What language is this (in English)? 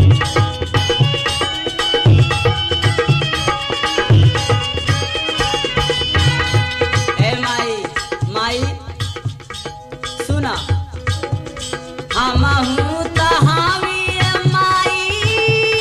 Bhojpuri